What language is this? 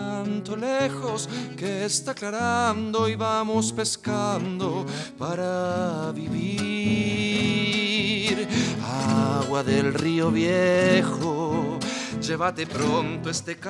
Spanish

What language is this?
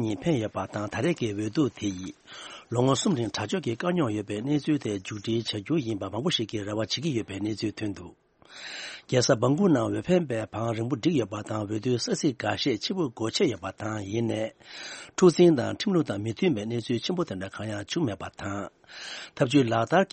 Tibetan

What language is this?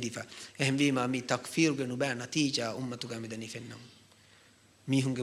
Divehi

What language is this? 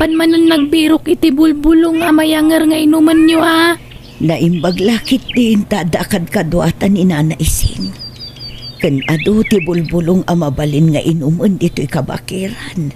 Iloko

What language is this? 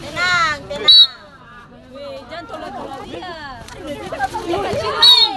Ambonese Malay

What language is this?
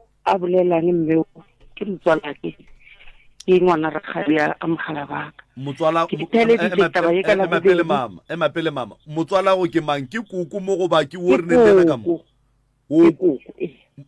Northern Sotho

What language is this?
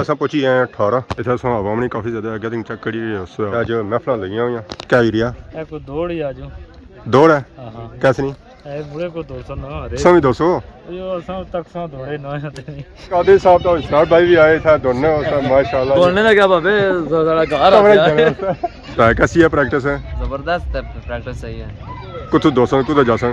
Pahari-Potwari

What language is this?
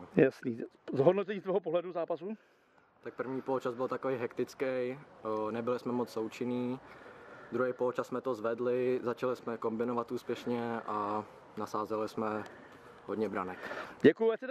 Czech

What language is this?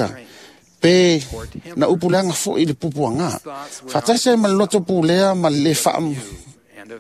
Samoan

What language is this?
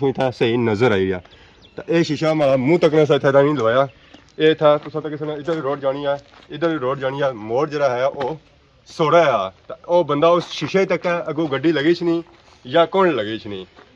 Pahari-Potwari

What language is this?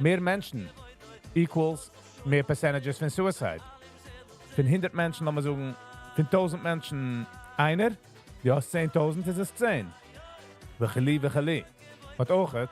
Yiddish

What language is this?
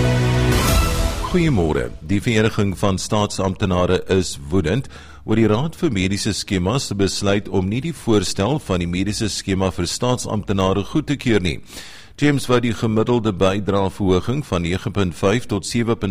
Afrikaans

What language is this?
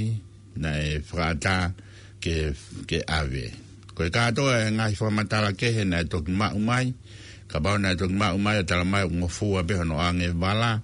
Tongan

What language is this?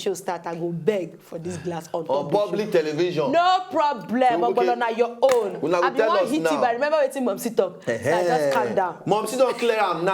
Nigerian Pidgin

